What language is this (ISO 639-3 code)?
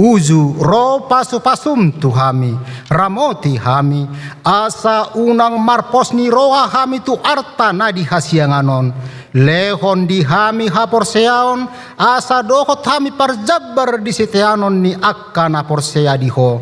bbc